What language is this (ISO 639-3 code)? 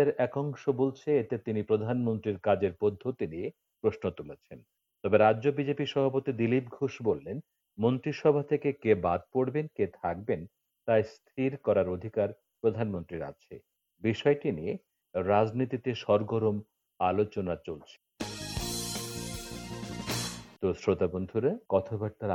ben